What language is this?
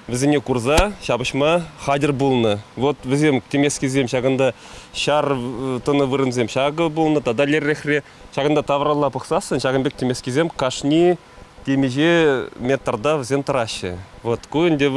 Chuvash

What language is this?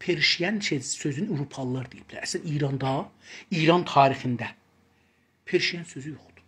South Azerbaijani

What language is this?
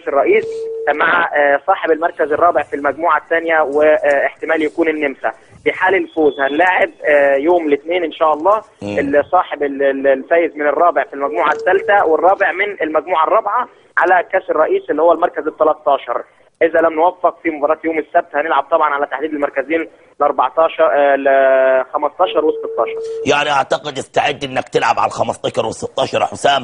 Egyptian Arabic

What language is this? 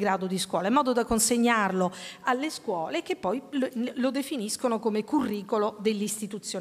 Italian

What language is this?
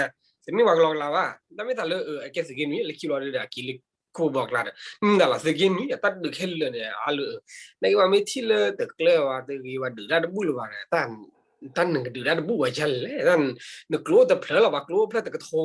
S'gaw Karen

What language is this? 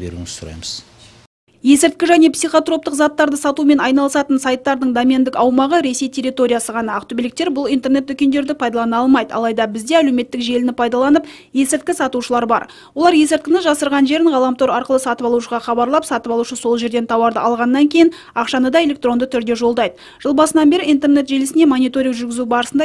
Kazakh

